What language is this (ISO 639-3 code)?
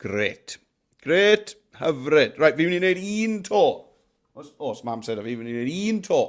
cym